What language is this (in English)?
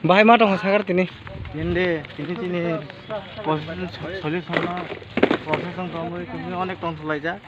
Kok Borok